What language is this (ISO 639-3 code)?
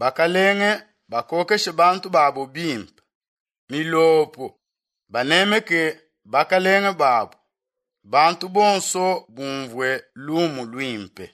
lua